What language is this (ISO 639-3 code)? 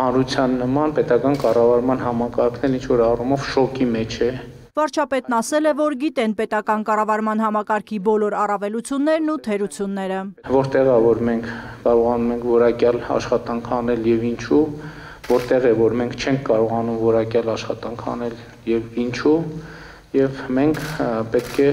hye